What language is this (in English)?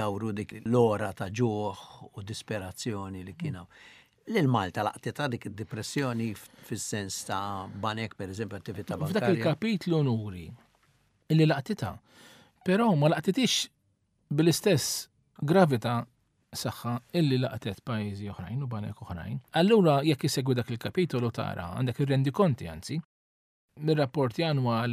Maltese